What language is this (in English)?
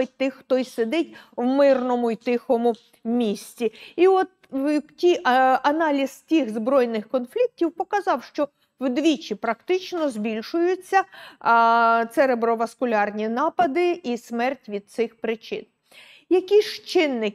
Ukrainian